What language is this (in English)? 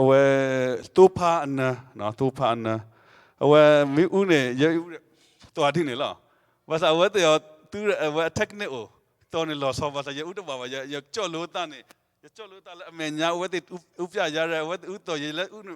S'gaw Karen